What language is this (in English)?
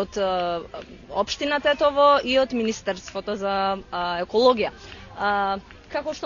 Macedonian